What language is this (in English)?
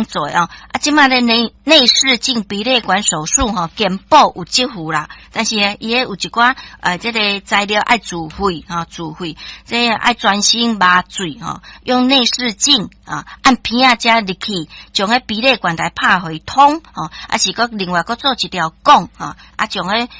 Min Nan Chinese